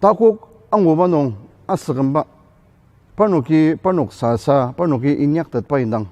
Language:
Ao Naga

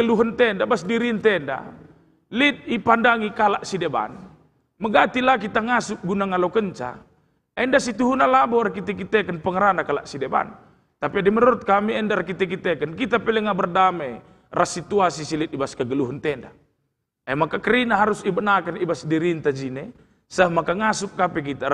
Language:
Batak Karo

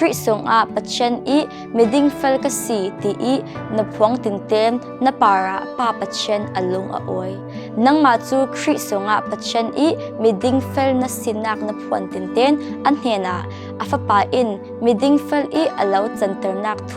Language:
Falam Chin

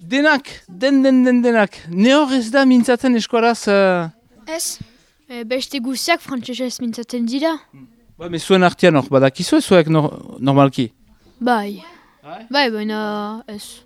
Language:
Basque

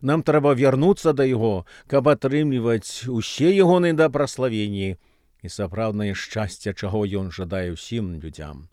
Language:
Belarusian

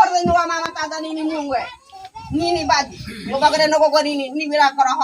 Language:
Ngäbere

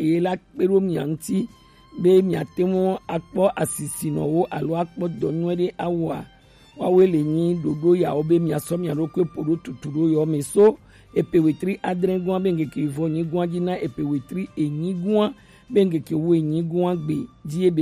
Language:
Gen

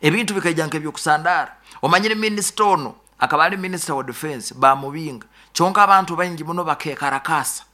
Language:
Nyoro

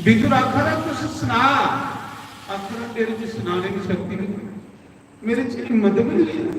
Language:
Dogri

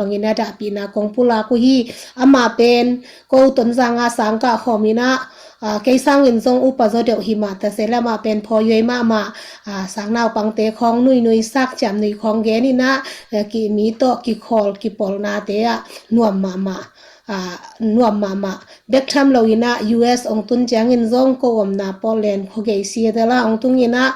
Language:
Tedim Chin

